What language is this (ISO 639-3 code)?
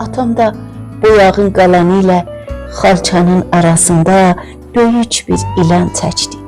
azb